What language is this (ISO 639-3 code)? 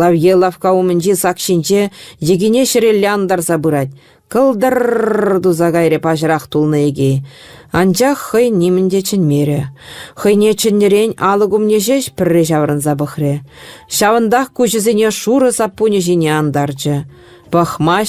chv